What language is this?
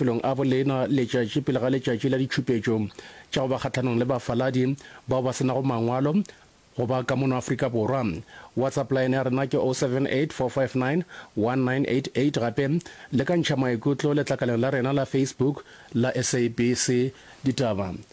Northern Sotho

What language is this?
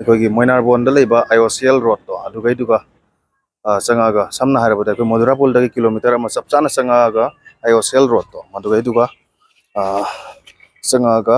Manipuri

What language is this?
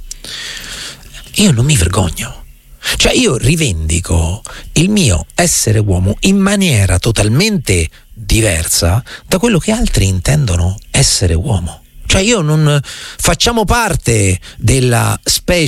Italian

